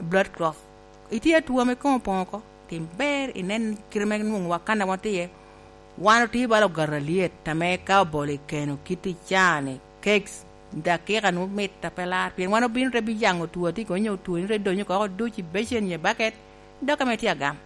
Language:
Lango (Uganda)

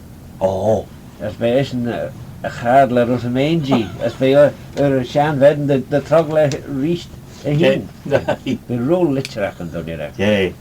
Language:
Manx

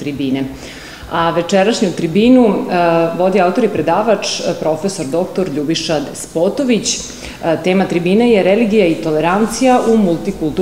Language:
Serbian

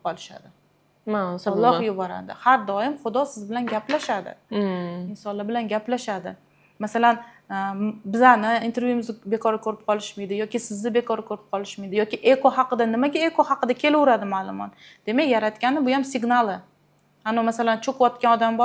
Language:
Uzbek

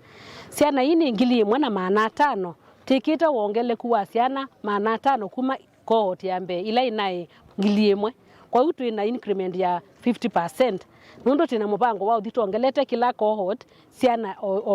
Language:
Kamba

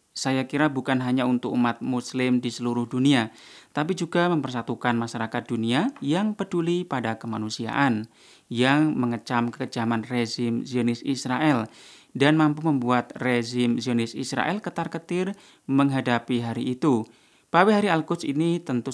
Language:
Indonesian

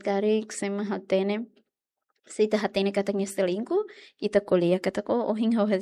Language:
Tetum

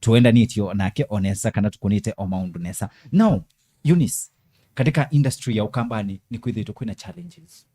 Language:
Kamba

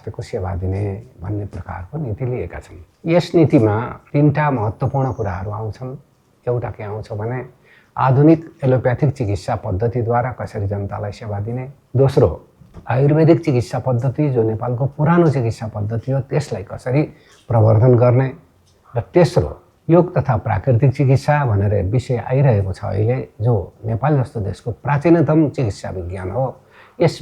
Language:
Nepali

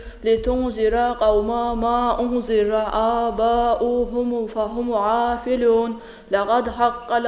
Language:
Kumyk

